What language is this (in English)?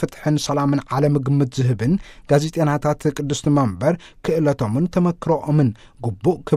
Tigrinya